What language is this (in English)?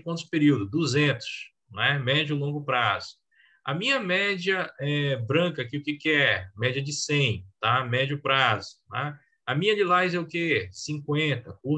Portuguese